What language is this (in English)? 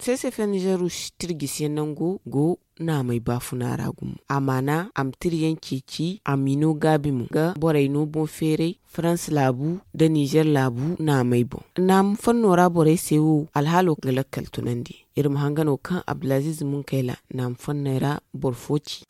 Zarma